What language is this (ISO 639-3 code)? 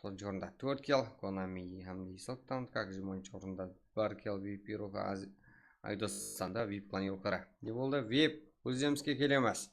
kaa